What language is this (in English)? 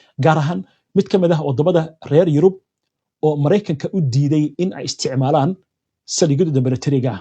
Somali